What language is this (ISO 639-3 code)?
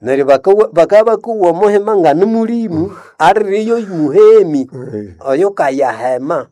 nnb